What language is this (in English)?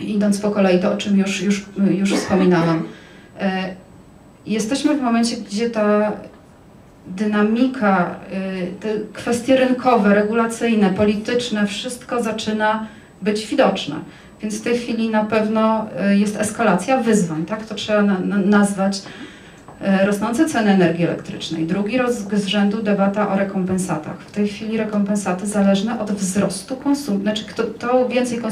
Polish